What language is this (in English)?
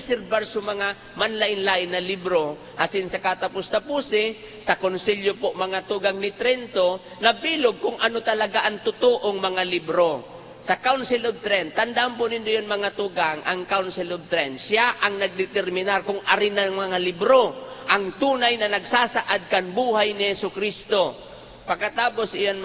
Bikol